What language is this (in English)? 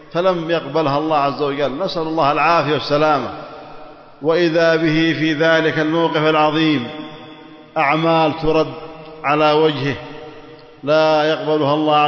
Arabic